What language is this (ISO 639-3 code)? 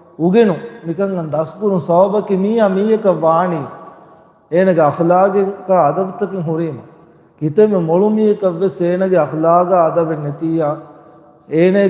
div